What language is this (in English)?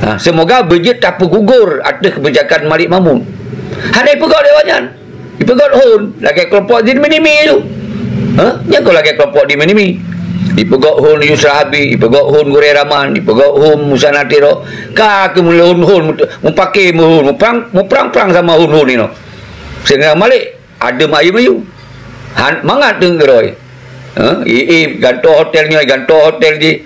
Achinese